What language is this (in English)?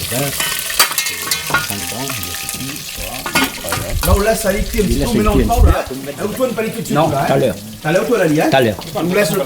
Réunion Creole French